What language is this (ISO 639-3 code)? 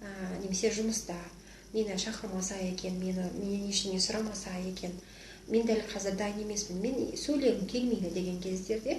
kaz